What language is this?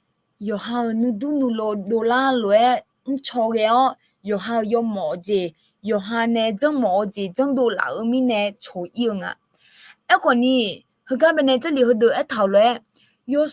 Akha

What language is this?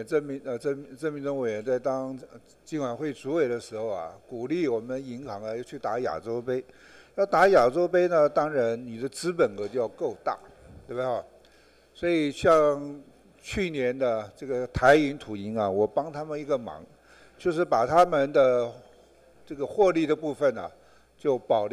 Chinese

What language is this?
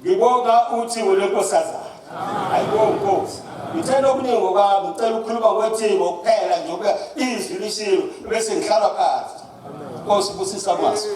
Zulu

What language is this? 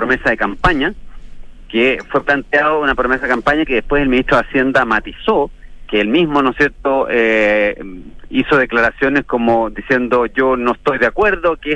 Spanish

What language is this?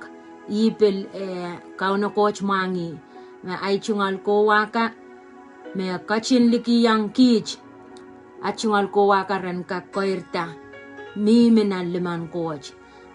Pohnpeian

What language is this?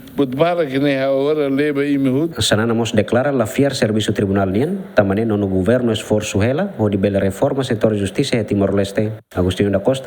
Tetum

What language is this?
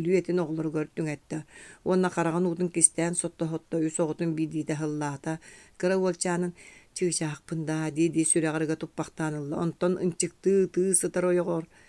Yakut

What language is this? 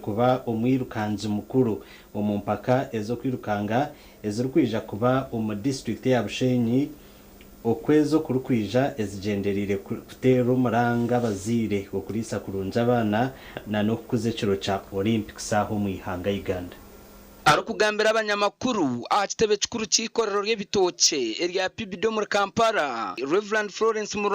Nyankole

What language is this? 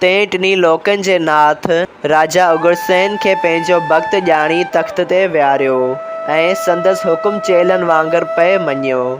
Sindhi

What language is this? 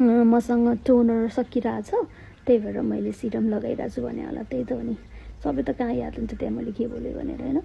Nepali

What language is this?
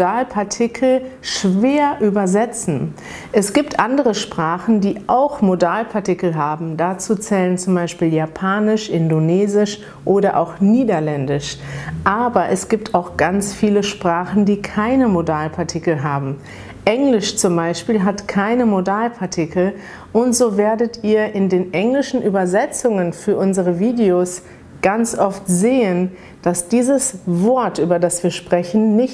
German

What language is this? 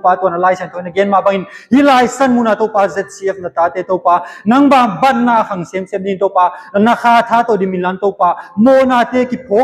Tedim Chin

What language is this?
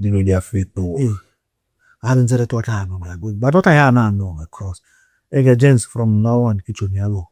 Tswana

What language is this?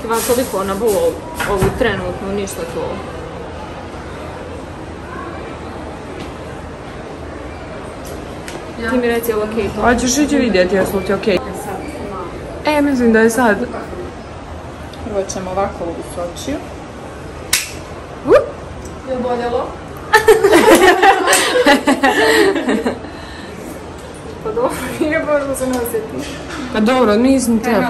Croatian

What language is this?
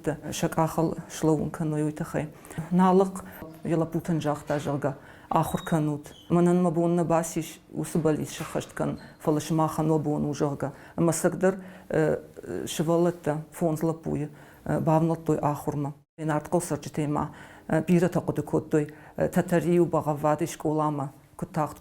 Ossetic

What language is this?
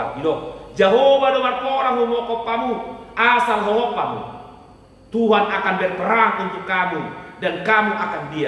Batak Toba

